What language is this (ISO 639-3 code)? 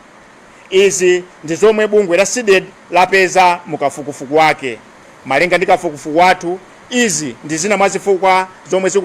nya